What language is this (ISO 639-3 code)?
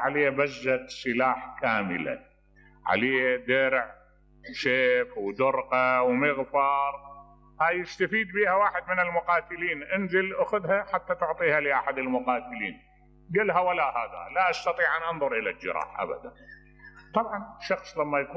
acm